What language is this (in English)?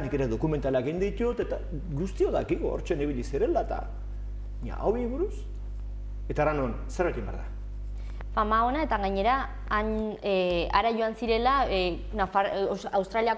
Basque